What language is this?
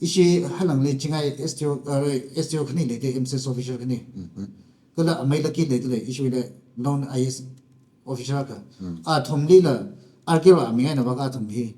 Tangkhul Naga (India)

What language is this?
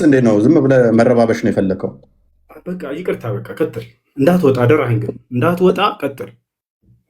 Amharic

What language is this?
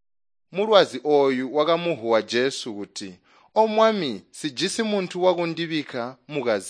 Tonga (Zambia)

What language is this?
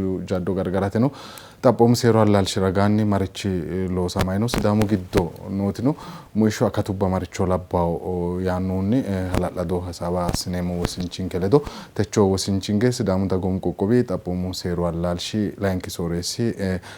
Sidamo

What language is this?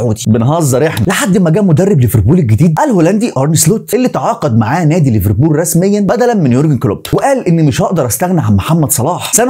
Egyptian Arabic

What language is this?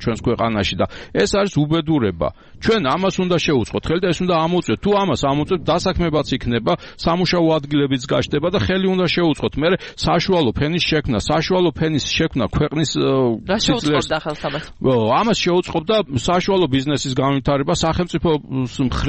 Georgian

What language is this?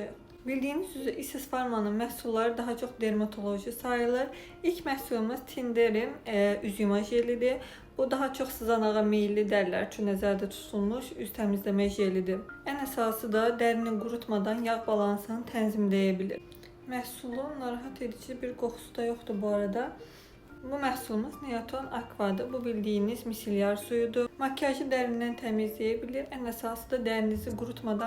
Azerbaijani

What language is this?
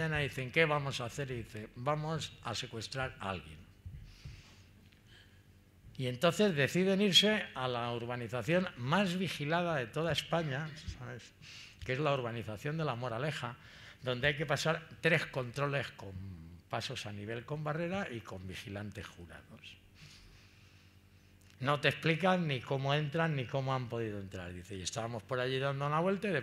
Spanish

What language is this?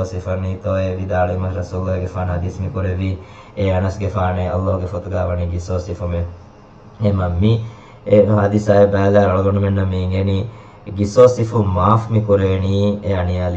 Divehi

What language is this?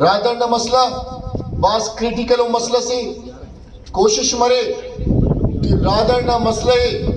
Brahui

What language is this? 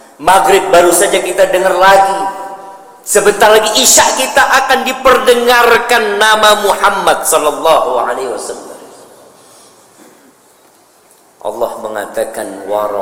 Indonesian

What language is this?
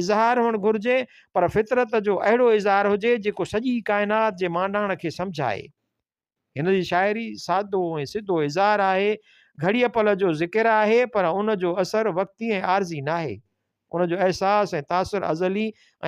Sindhi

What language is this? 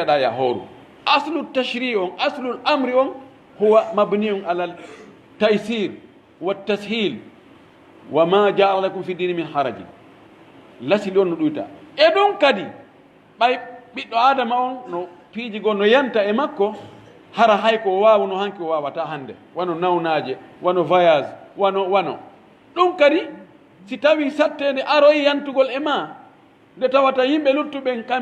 Pular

